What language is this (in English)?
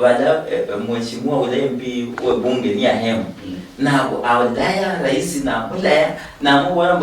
Luyia